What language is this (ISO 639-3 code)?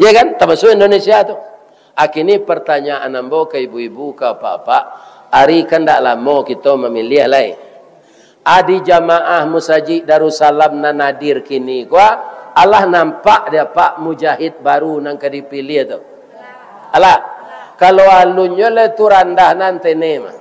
min